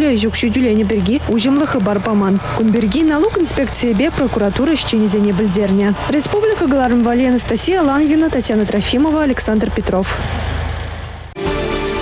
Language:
Chuvash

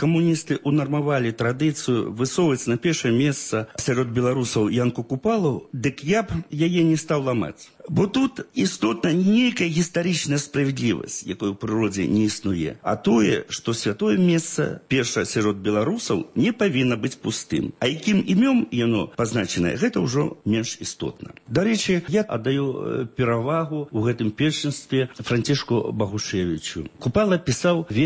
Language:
Belarusian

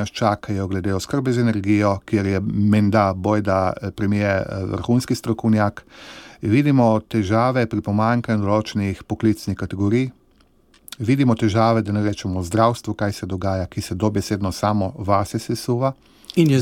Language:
Slovenian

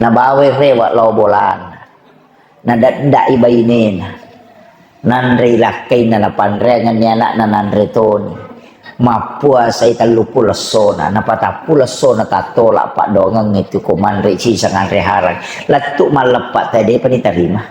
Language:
Buginese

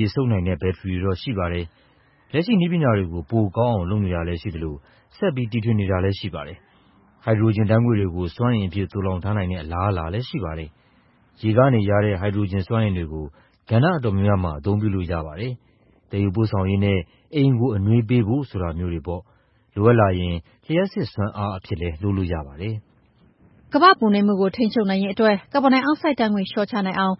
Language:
Burmese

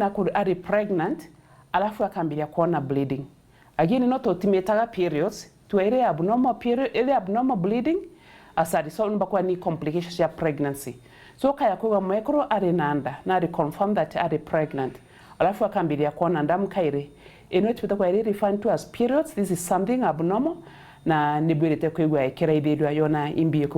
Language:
Meru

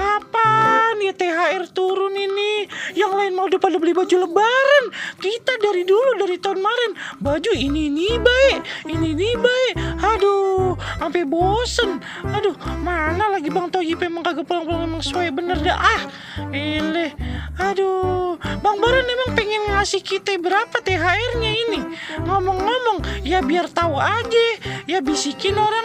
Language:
Betawi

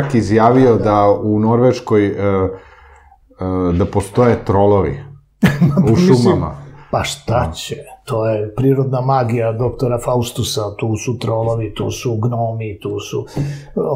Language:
Serbian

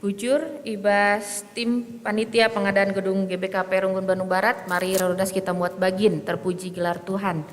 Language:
Batak Karo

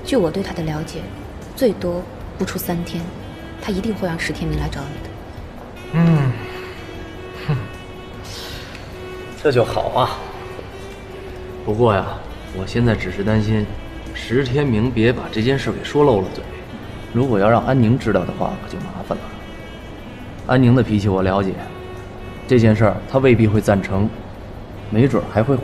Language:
Chinese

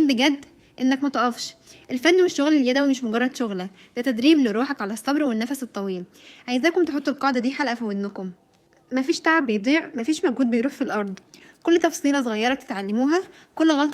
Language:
Egyptian Arabic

